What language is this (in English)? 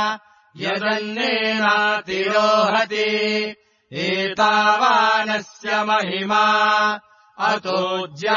Sanskrit